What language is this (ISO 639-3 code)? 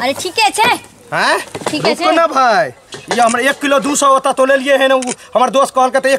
mai